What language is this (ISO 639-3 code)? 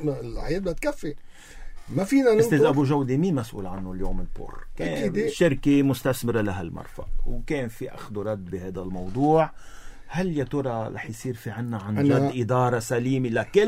apc